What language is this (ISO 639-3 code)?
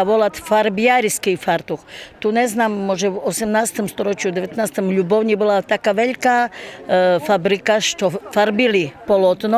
rue